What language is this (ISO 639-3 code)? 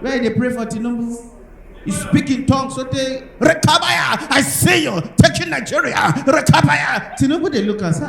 pcm